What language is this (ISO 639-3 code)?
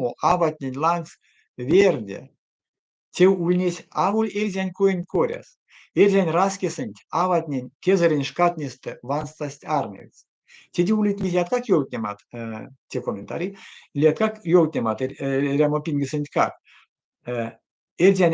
myv